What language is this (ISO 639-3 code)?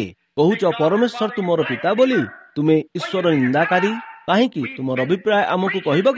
ori